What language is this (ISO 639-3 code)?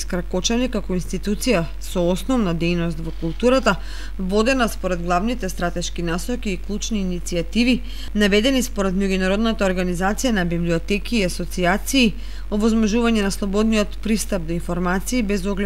mkd